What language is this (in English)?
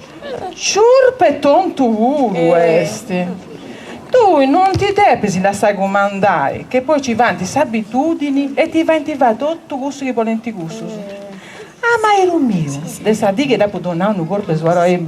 Sardinian